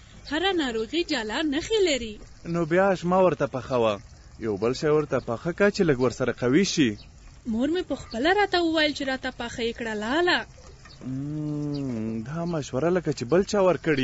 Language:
Pashto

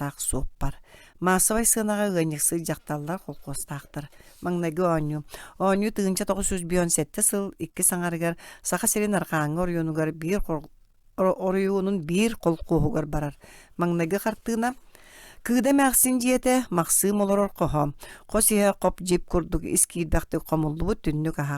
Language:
Yakut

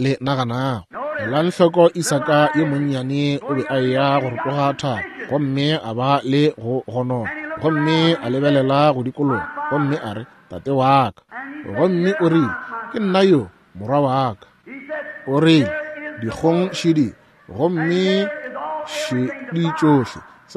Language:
Northern Sotho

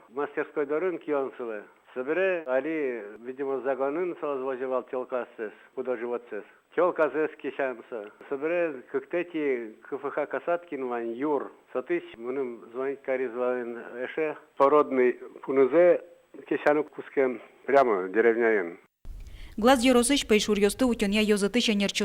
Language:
Udmurt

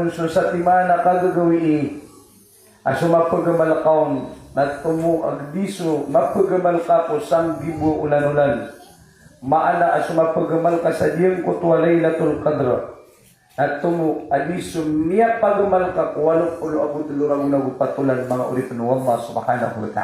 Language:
Maranao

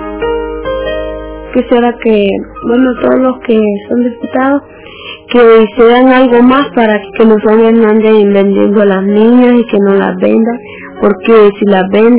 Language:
Spanish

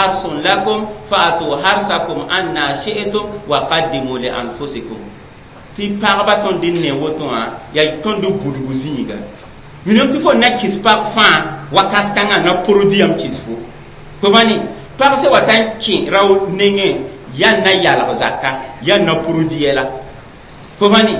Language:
Mossi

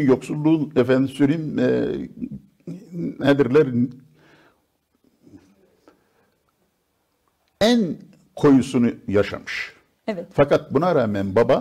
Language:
Turkish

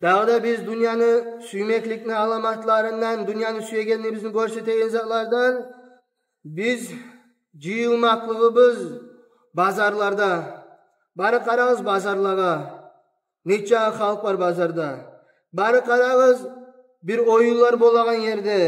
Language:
Kumyk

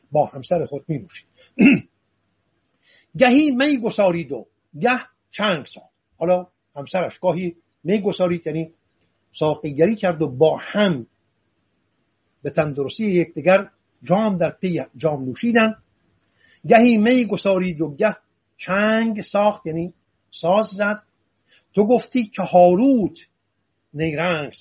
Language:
Persian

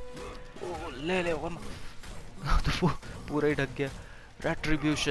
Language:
Hindi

